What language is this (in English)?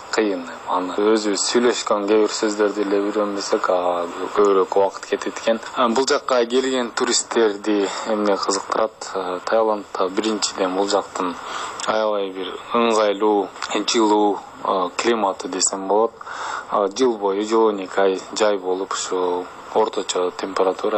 Kyrgyz